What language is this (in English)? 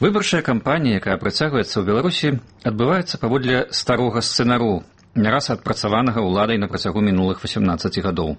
Belarusian